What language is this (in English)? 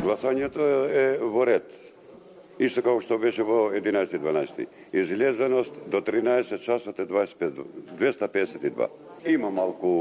Macedonian